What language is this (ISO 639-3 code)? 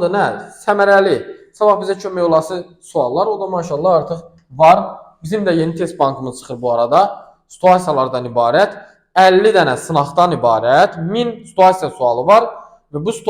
aze